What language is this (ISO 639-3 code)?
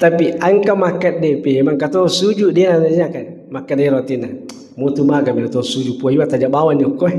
bug